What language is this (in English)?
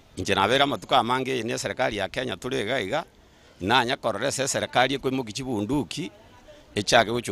Gusii